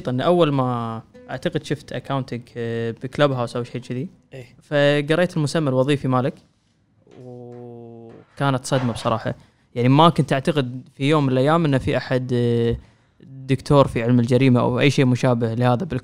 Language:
Gulf Arabic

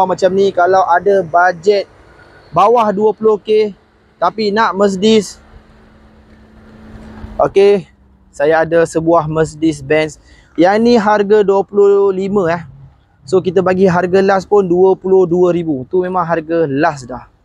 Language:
Malay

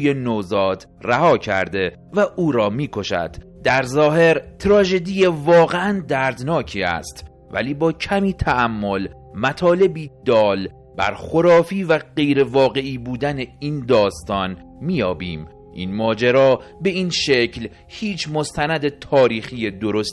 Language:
Persian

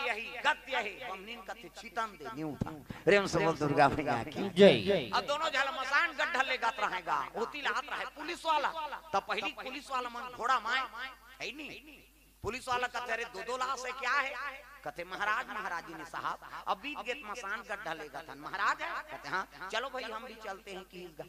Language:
Chhattisgarhi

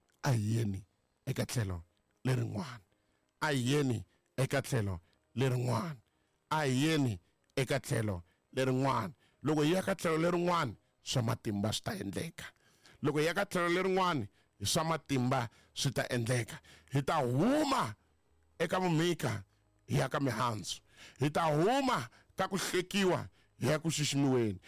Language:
Tsonga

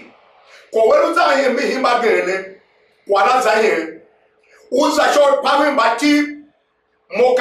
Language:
Tiv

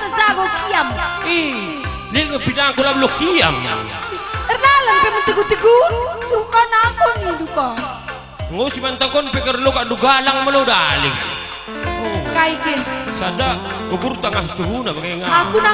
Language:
Batak Karo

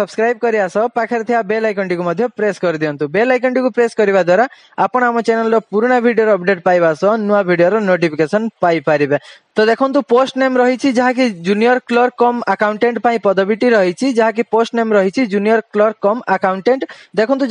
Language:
Odia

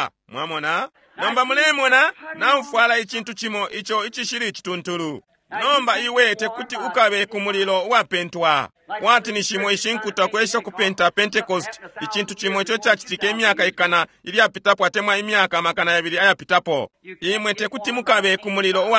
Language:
Bemba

